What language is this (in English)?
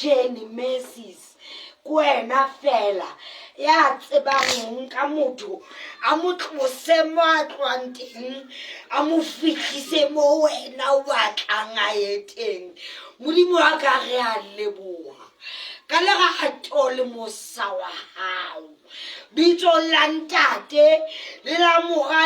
Southern Sotho